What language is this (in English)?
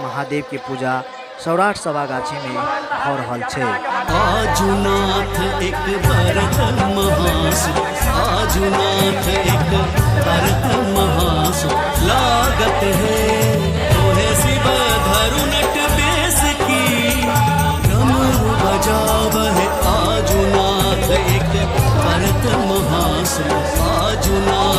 Maithili